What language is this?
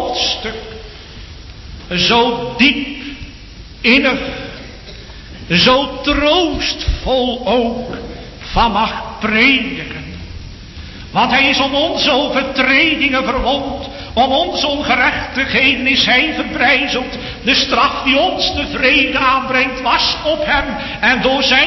Dutch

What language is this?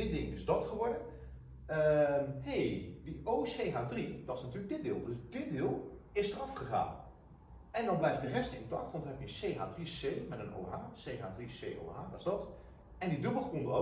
Dutch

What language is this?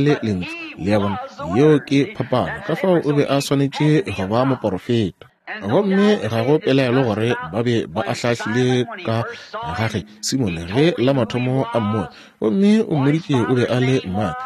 Northern Sotho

